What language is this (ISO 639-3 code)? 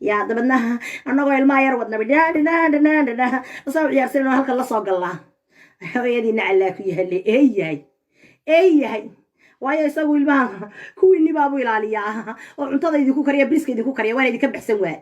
som